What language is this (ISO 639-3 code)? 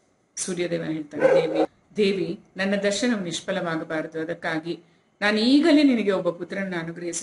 kan